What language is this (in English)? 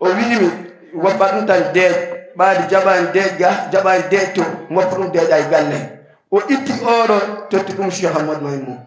Fula